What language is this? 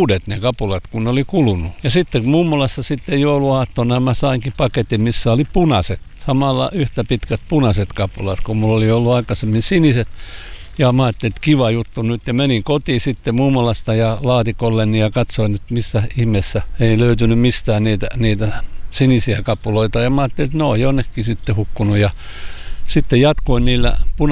Finnish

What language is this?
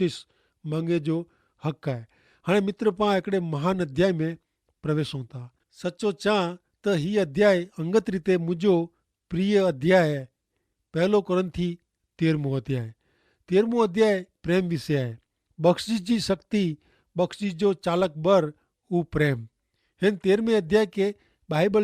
Kachhi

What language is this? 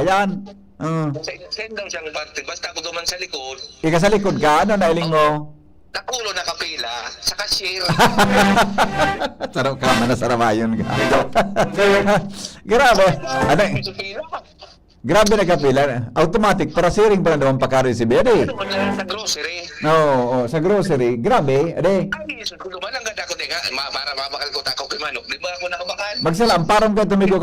Bikol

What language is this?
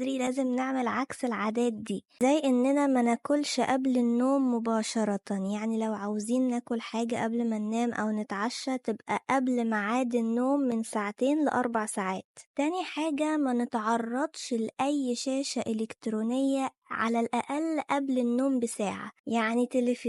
Egyptian Arabic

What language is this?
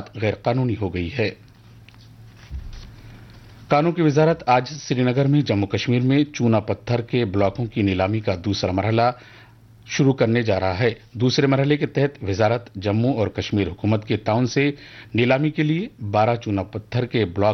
Urdu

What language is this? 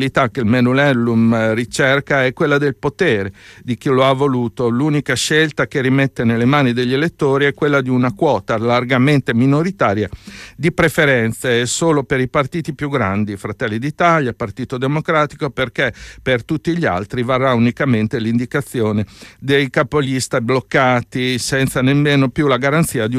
Italian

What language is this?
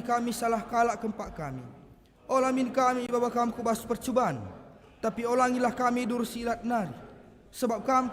Batak Karo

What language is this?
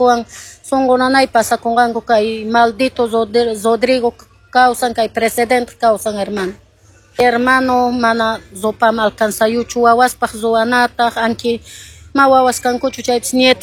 Quechua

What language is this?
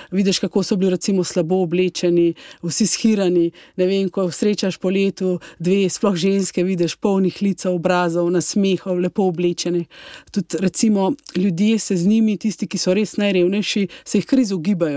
Slovenian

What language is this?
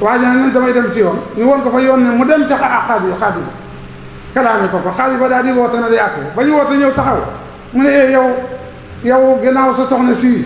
Wolof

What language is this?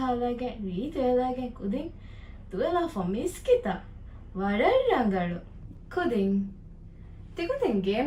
Divehi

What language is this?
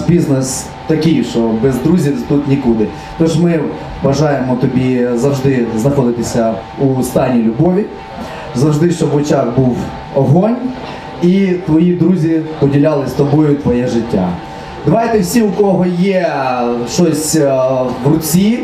Ukrainian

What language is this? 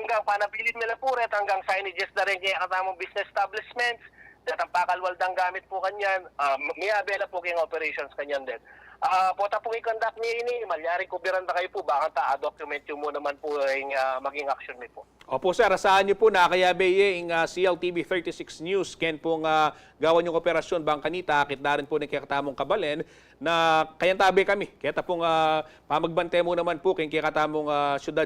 Pampanga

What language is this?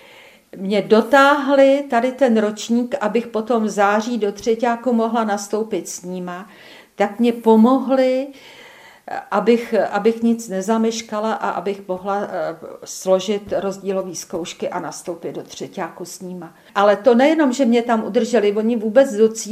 Czech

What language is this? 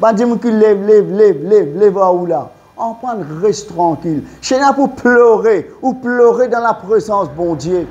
Morisyen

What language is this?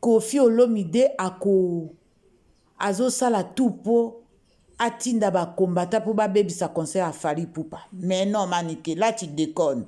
Lingala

